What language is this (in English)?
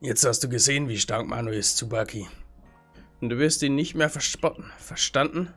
Bavarian